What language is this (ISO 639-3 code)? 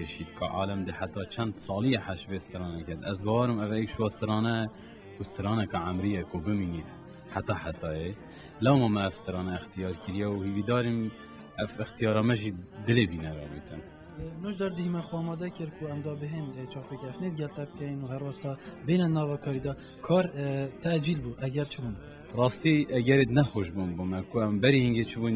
kur